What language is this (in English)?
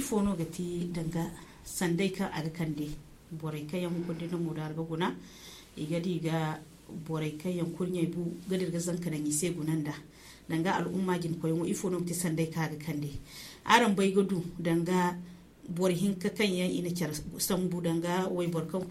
Zarma